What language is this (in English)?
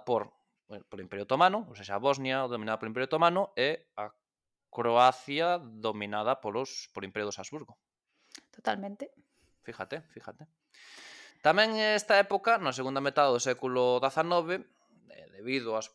Galician